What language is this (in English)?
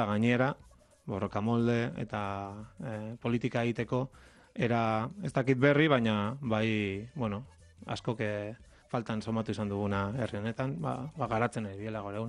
Basque